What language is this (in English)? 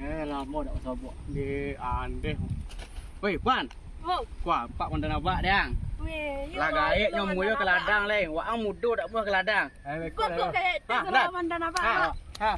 Minangkabau